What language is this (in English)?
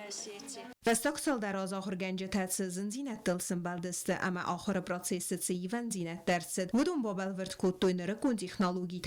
Ossetic